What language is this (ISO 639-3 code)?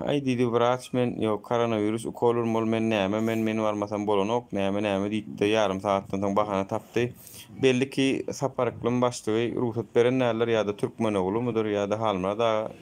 tuk